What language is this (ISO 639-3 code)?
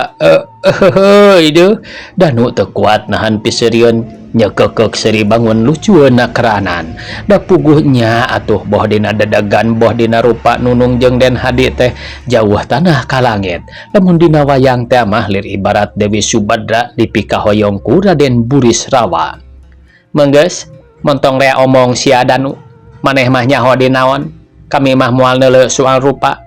sun